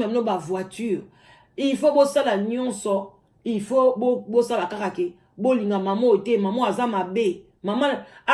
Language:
Lingala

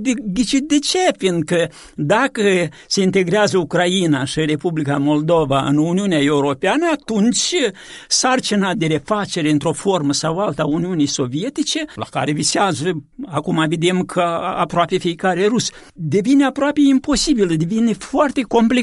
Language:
Romanian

